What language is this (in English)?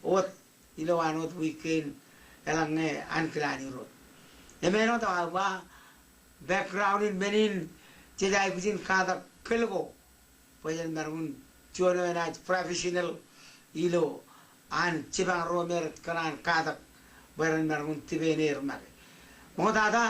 Marshallese